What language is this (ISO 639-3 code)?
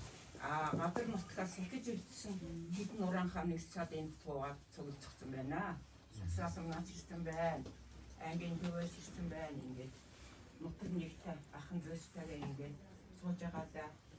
mon